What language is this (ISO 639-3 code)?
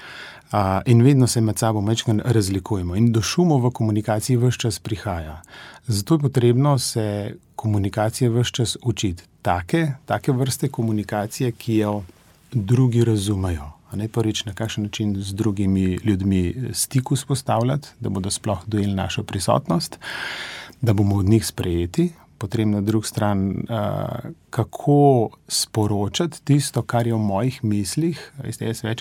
slv